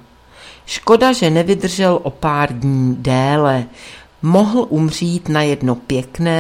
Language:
Czech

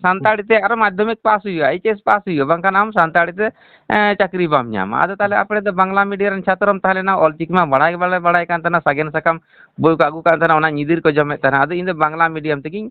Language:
Santali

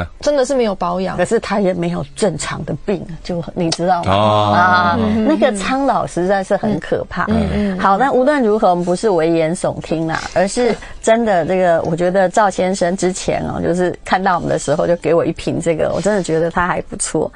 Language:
Chinese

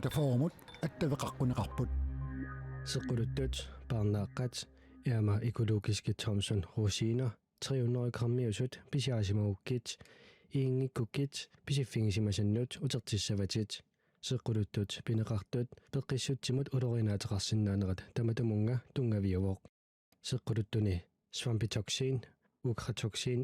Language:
Kalaallisut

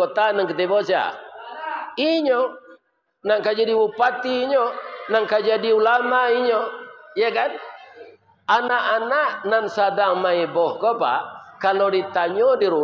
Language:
Minangkabau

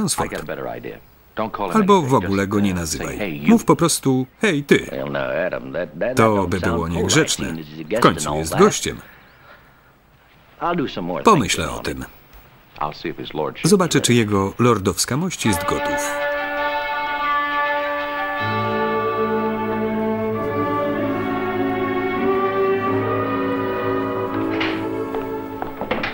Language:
Polish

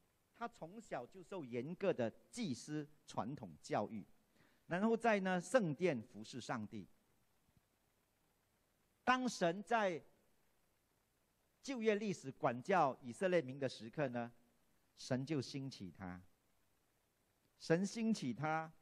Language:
Chinese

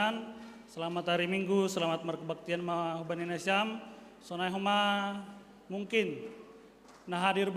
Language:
Batak Simalungun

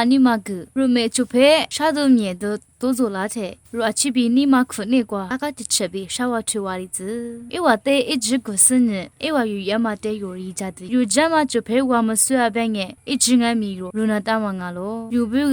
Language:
Lisu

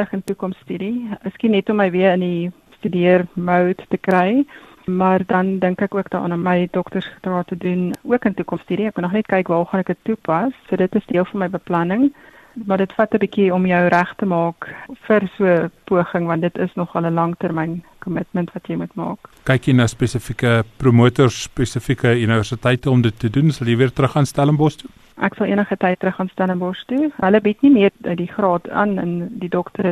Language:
Afrikaans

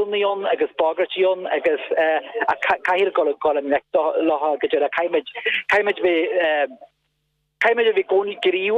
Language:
Irish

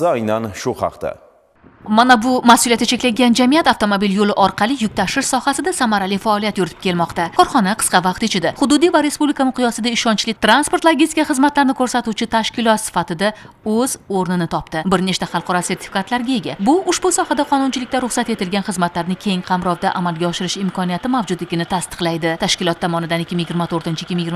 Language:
Uzbek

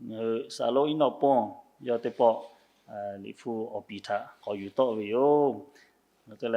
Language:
Lahu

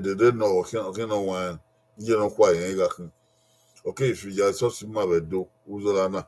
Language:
Bini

